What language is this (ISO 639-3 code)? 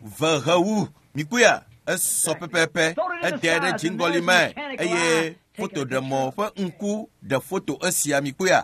ewe